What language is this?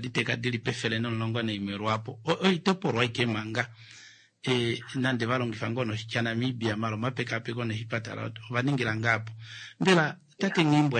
Kuanyama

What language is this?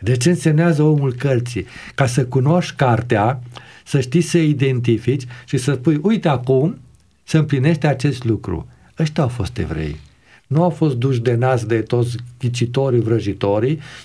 Romanian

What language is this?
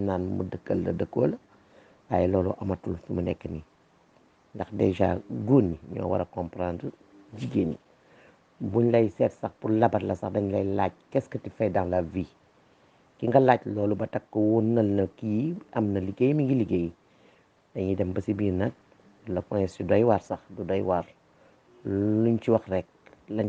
Wolof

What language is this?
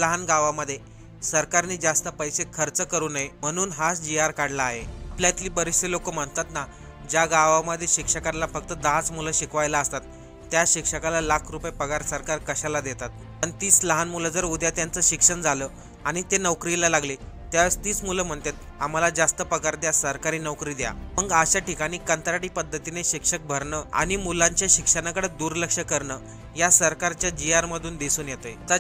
Marathi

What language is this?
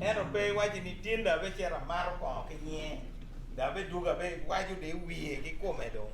Acoli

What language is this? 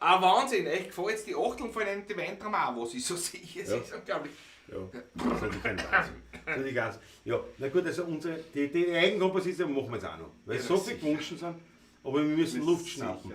Bavarian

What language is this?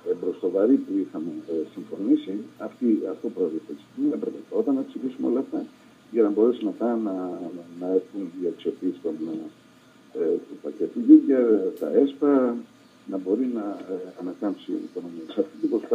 Greek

